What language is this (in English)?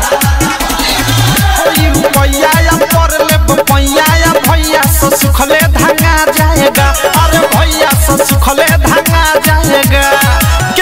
Bhojpuri